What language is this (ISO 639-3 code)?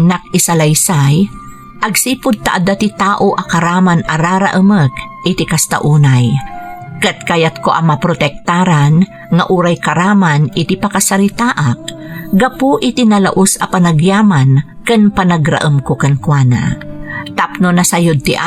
ilo